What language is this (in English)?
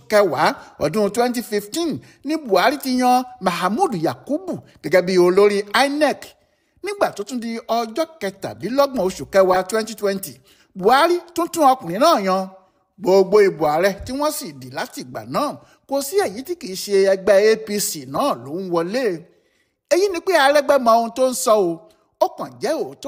Yoruba